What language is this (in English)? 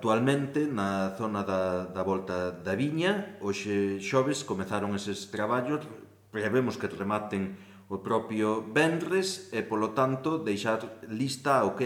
Galician